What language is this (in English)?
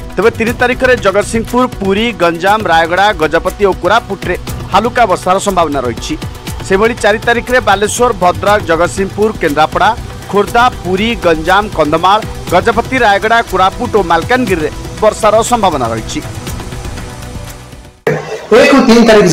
Odia